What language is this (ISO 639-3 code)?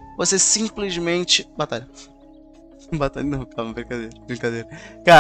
por